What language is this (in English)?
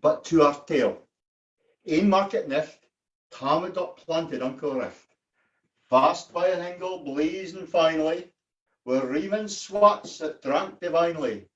Scots